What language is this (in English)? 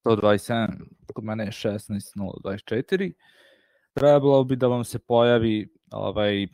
Serbian